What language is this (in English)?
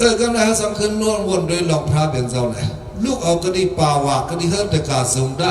Shan